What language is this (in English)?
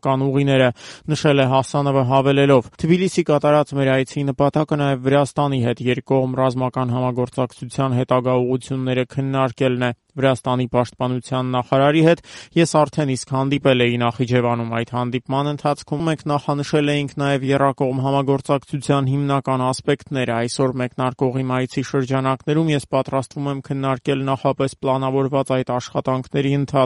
Armenian